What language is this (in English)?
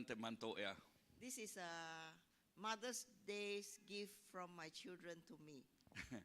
Iban